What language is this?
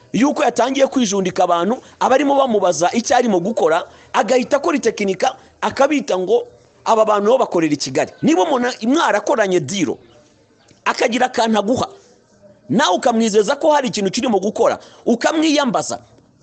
Kinyarwanda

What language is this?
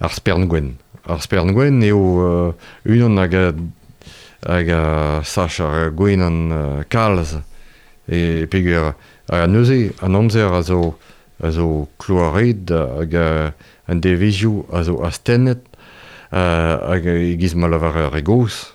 Breton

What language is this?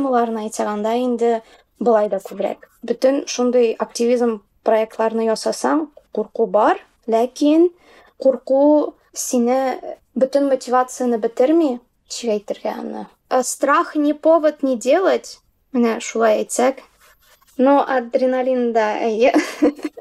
Tatar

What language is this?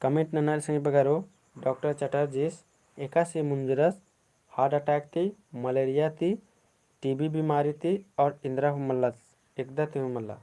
Kurukh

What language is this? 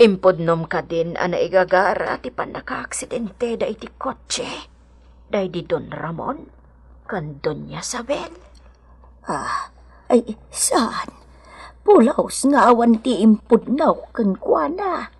Iloko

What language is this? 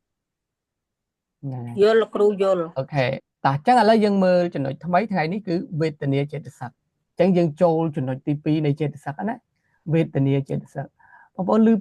Khmer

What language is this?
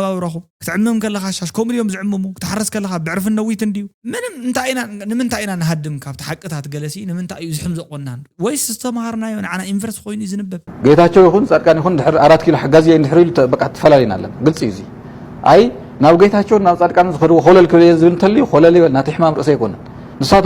Tigrinya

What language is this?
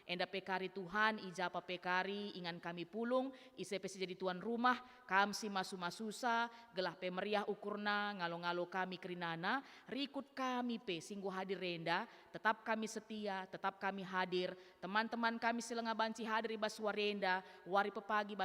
Batak Karo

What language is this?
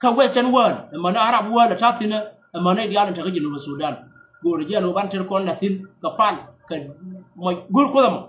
Nuer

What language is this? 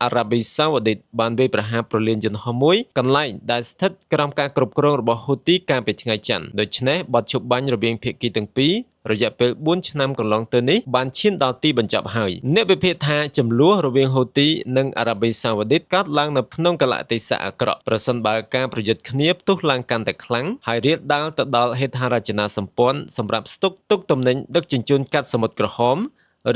Khmer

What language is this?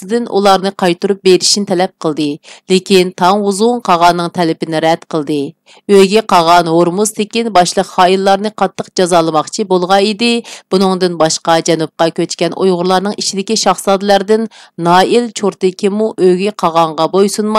Uyghur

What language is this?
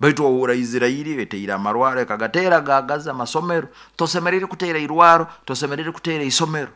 Nyoro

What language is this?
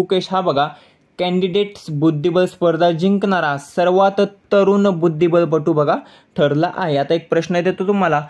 Marathi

